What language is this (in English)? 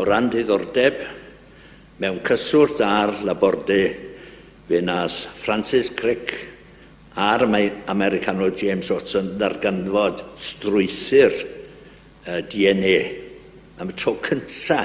Welsh